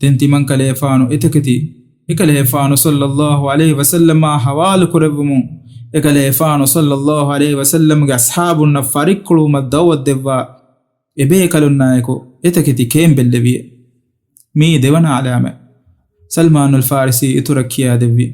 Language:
Divehi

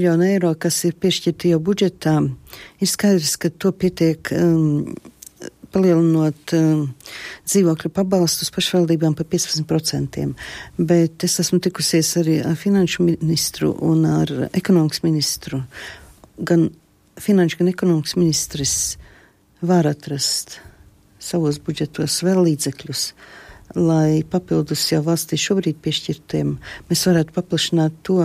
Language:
Latvian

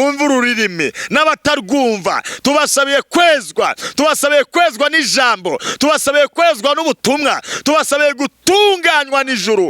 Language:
Kinyarwanda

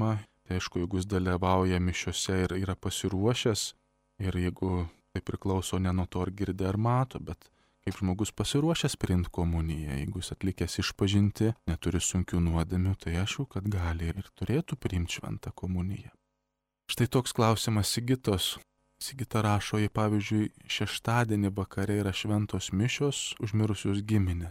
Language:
Lithuanian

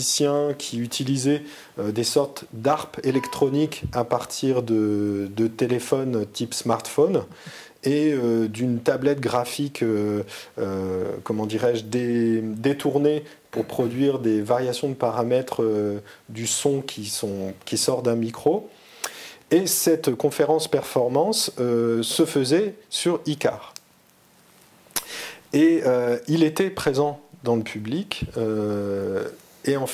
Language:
French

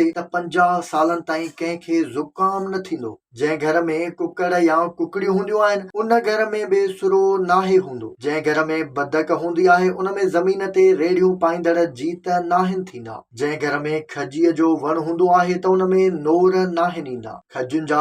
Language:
Sindhi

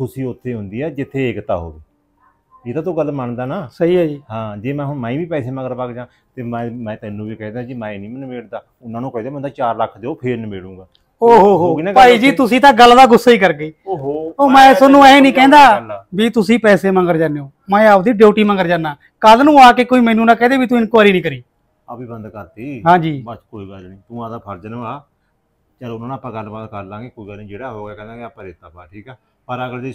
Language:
Punjabi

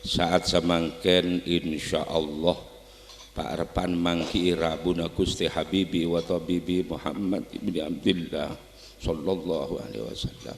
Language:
Madurese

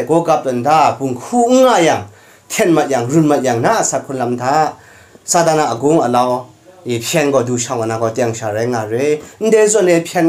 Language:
Kachin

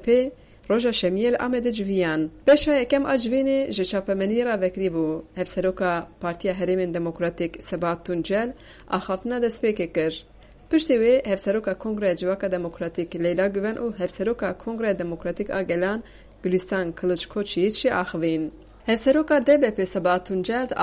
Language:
Kurdish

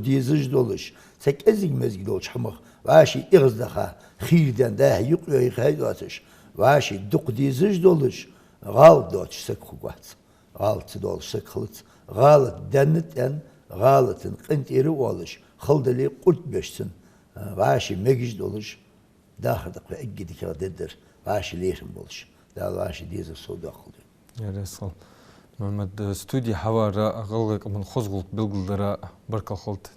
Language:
Ingush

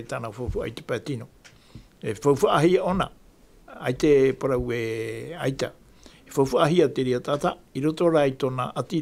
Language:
Tahitian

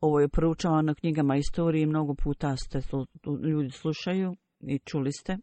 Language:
Bosnian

